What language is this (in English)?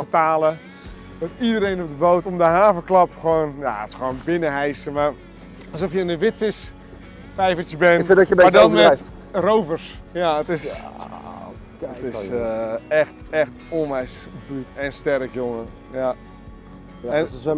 Dutch